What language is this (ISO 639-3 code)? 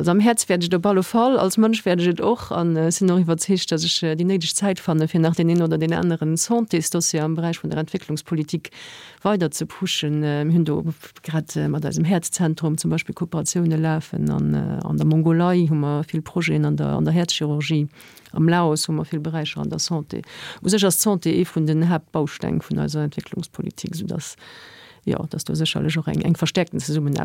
ltz